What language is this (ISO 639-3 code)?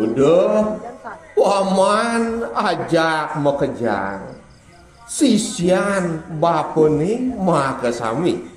ban